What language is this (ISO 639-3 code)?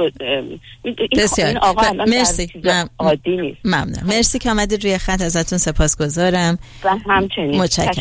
fas